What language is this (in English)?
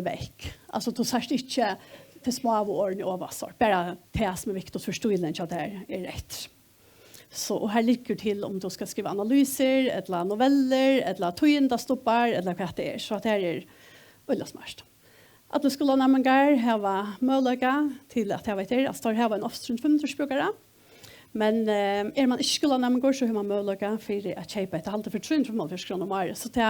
Faroese